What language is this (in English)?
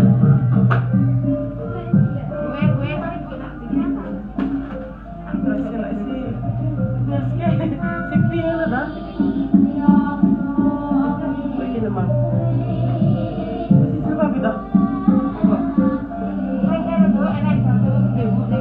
Indonesian